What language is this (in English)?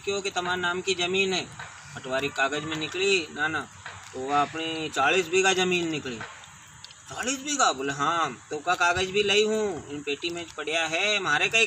Rajasthani